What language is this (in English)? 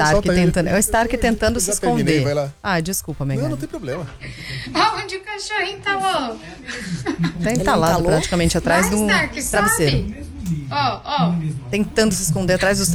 Portuguese